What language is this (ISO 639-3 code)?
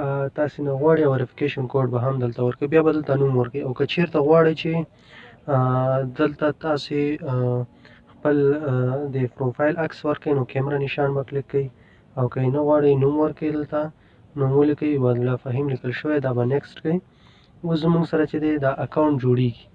pus